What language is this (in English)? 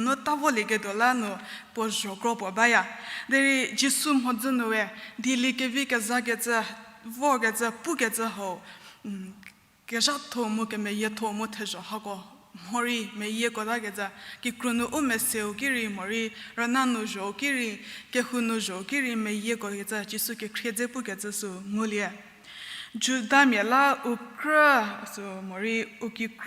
Angami Naga